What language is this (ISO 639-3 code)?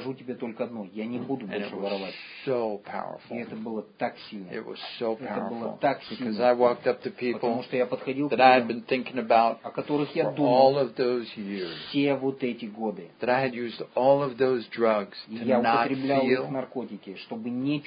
rus